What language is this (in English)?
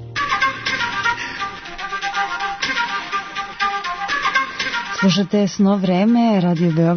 Serbian